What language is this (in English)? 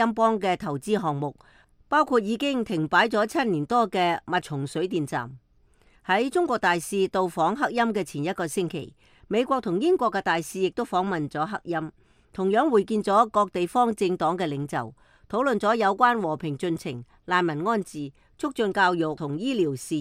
Cantonese